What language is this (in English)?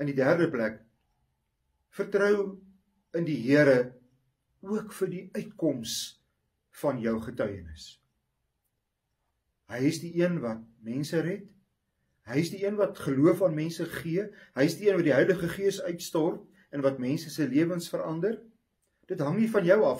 Afrikaans